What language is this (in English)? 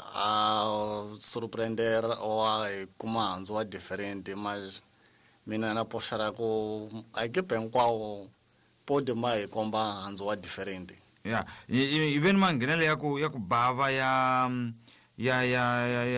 Tsonga